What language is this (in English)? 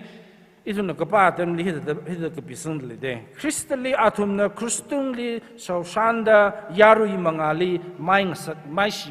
Tangkhul Naga (India)